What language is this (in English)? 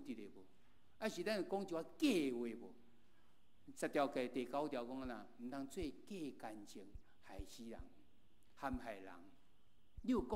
Min Nan Chinese